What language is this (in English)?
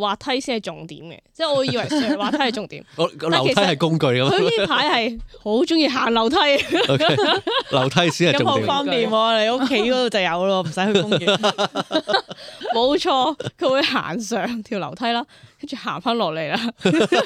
Cantonese